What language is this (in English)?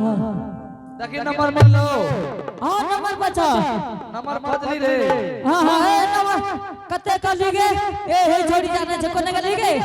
Angika